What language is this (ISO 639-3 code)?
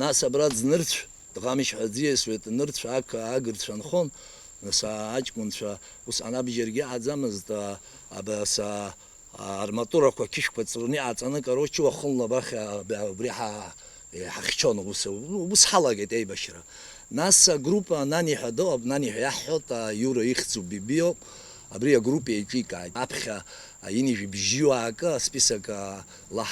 abk